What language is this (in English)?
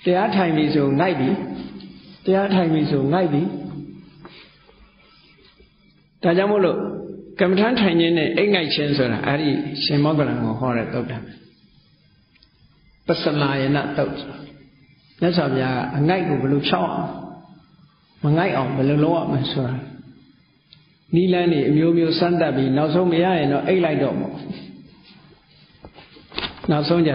Burmese